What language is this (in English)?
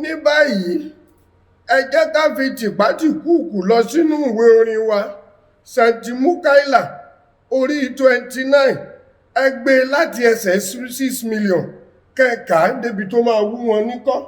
Yoruba